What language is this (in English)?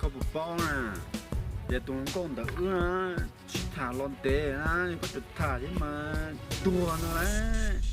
Hmong